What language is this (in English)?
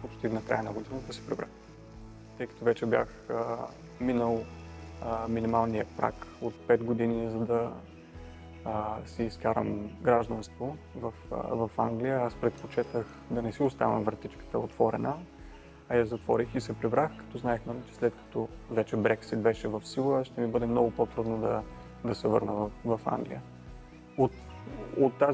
Bulgarian